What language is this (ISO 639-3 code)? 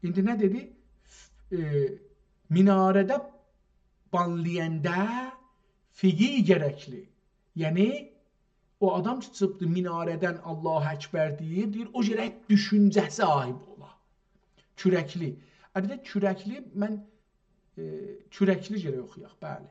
azb